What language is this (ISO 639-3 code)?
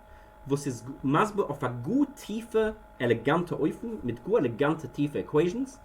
yid